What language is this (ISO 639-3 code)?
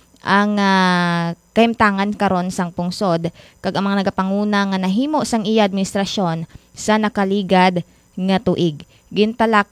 hil